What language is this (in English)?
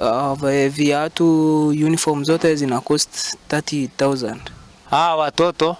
Gusii